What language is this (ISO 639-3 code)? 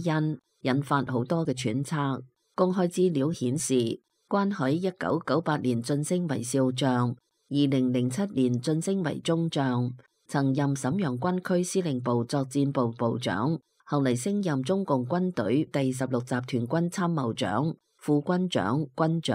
yue